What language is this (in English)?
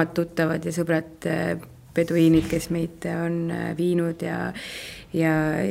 Estonian